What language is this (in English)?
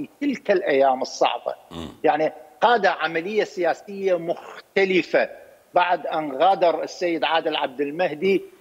Mesopotamian Arabic